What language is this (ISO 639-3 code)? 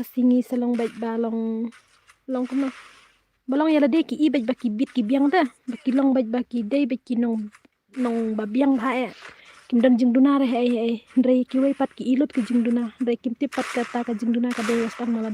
kha